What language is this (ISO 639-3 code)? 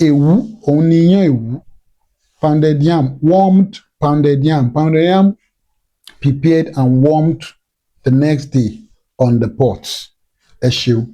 yor